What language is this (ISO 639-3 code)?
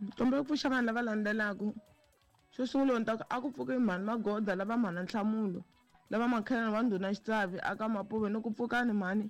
tso